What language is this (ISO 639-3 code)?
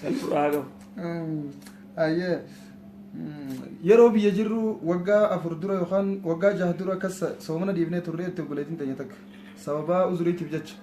orm